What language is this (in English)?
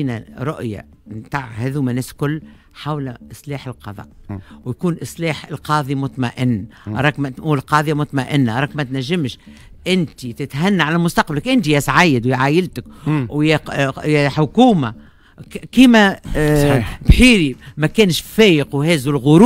Tunisian Arabic